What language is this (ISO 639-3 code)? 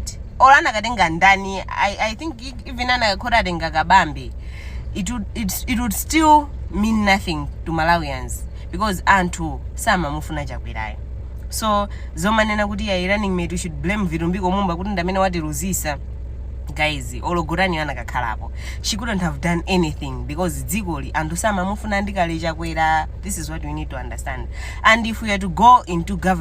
nya